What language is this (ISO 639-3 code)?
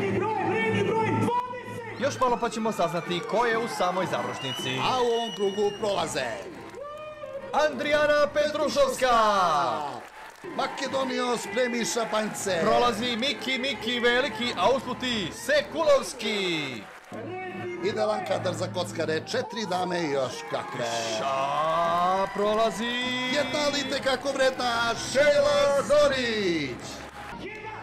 srp